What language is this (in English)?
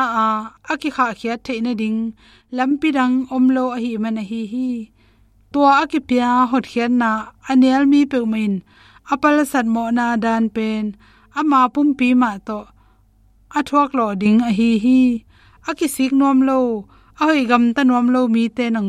Tedim Chin